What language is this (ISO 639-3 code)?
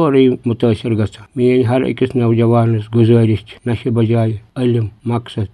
kas